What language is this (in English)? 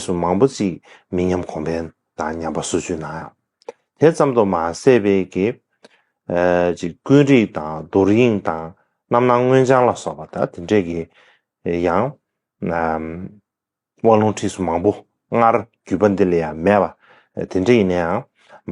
Tibetan